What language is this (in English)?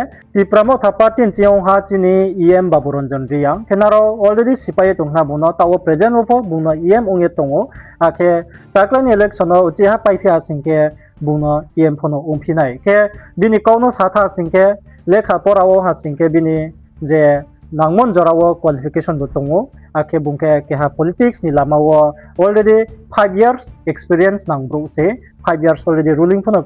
Riang (India)